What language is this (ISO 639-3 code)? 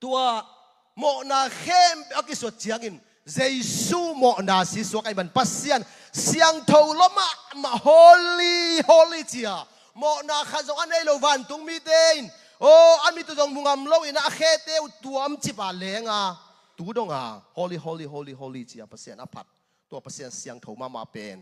ctd